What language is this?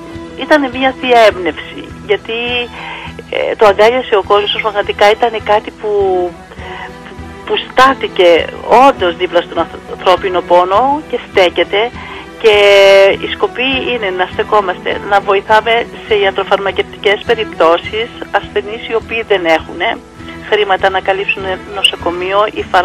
Greek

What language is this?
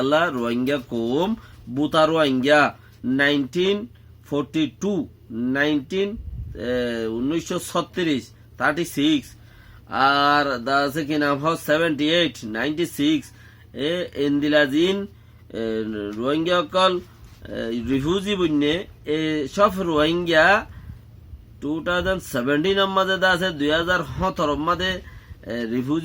Rohingya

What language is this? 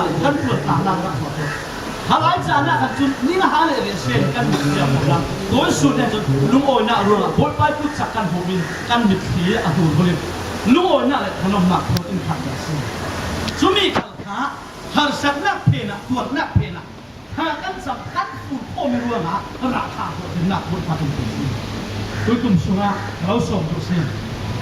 Falam Chin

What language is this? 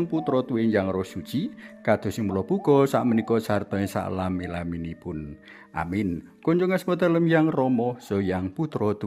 Javanese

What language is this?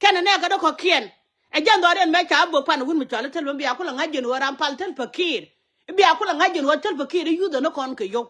Nuer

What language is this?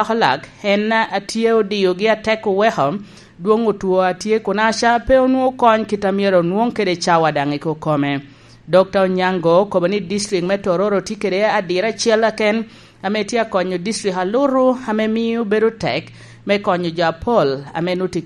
Lango (Uganda)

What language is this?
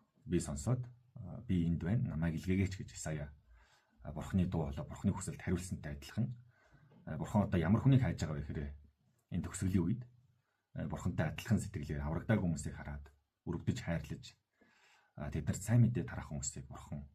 Mongolian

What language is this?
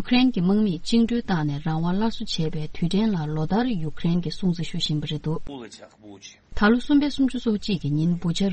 Tibetan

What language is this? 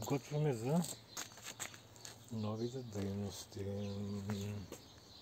Bulgarian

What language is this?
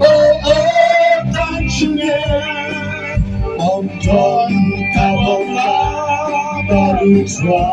Khasi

